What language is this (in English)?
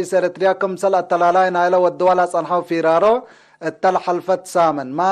Tigre